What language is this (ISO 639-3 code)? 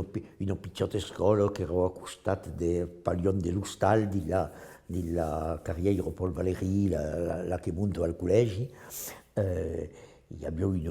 oci